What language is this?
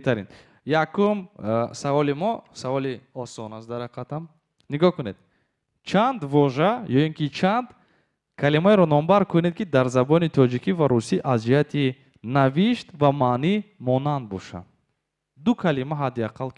Tajik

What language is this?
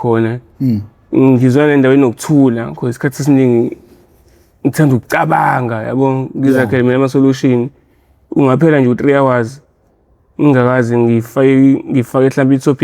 Zulu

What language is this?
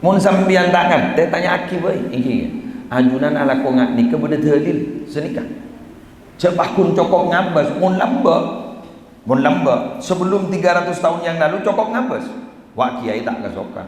Madurese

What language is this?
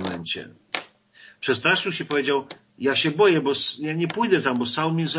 Polish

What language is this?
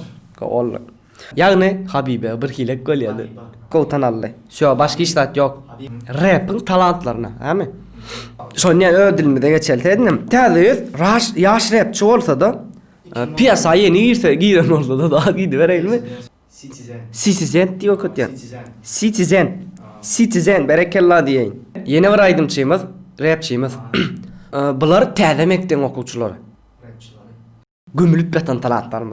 Turkmen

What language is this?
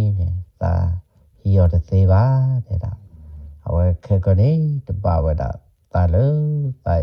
S'gaw Karen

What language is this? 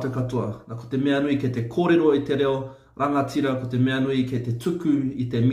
Māori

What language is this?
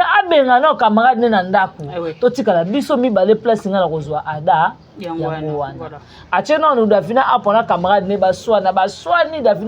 Lingala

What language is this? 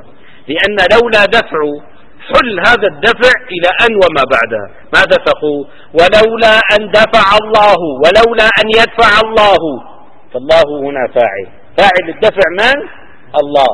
Arabic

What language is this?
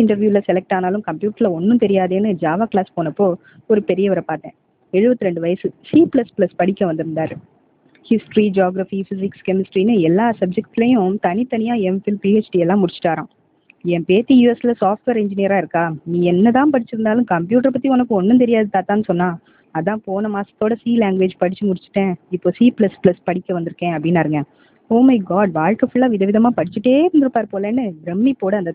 Tamil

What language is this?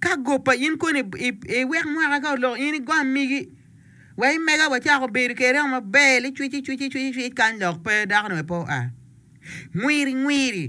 Acoli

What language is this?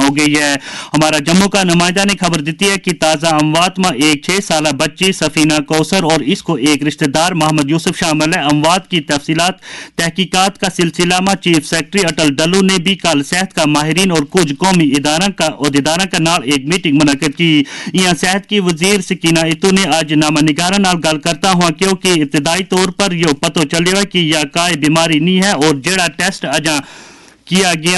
Gujari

